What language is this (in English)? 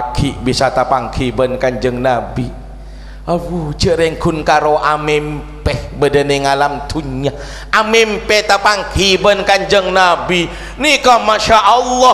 Madurese